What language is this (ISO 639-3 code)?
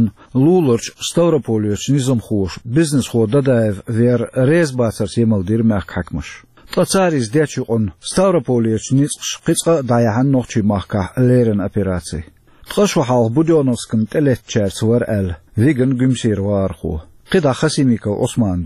che